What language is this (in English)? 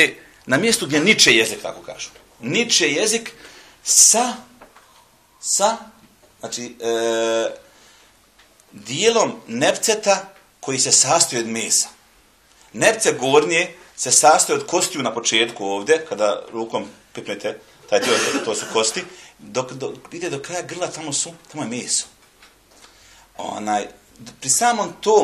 Bosnian